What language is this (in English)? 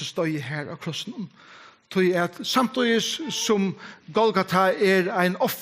Faroese